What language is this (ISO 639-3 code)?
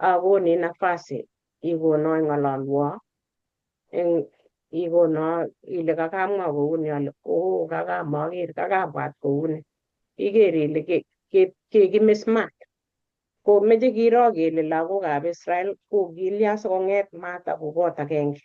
kln